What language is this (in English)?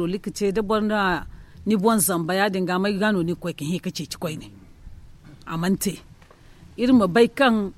Zarma